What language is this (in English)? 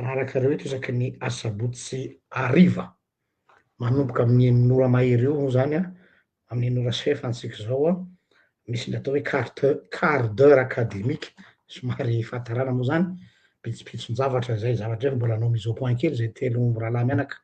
Malagasy